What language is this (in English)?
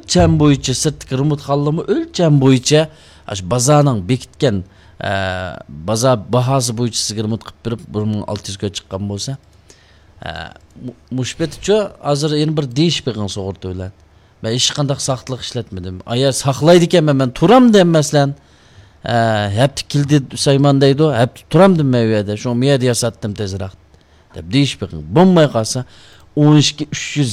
Uyghur